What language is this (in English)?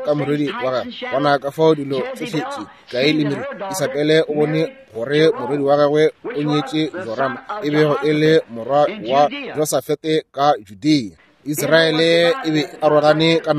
Northern Sotho